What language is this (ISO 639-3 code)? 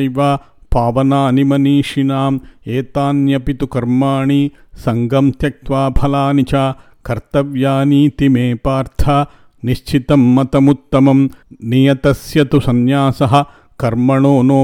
san